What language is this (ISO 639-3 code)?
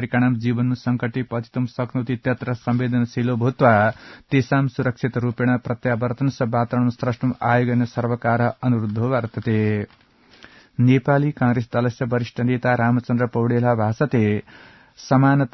san